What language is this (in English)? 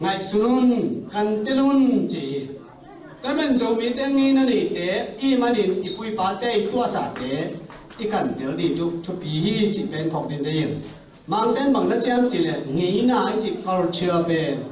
Tedim Chin